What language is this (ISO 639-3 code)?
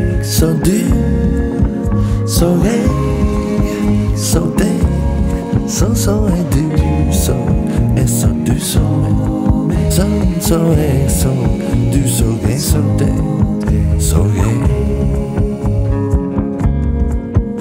nor